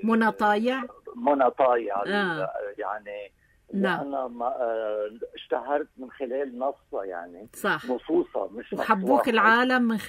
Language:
North Levantine Arabic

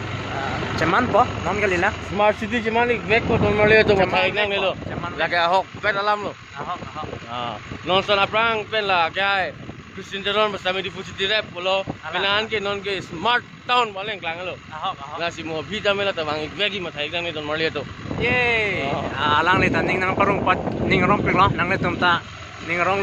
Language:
Karbi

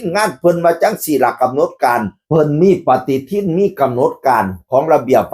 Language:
Northeastern Thai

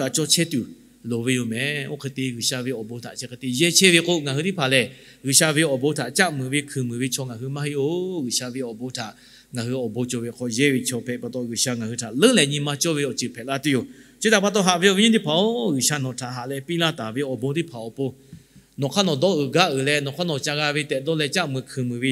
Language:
Lahu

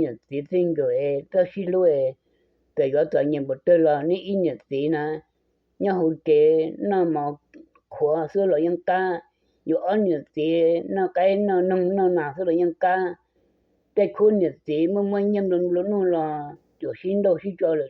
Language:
Hmong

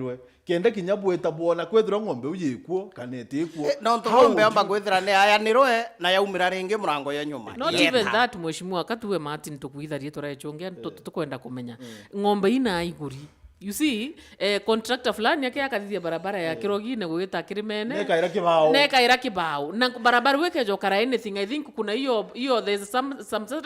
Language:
Meru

